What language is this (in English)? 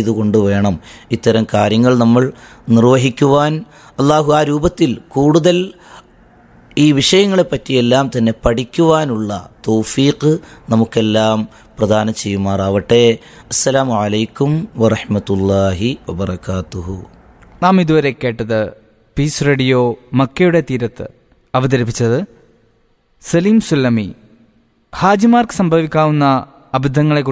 Malayalam